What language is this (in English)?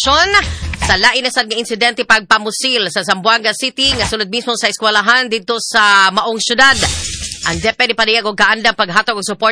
Cebuano